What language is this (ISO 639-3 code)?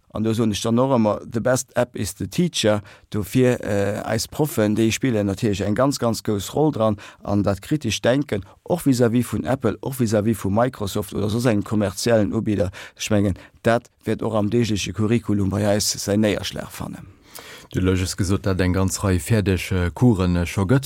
ltz